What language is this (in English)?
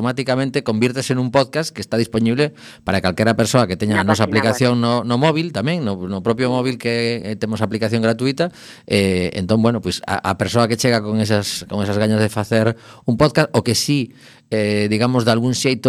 Galician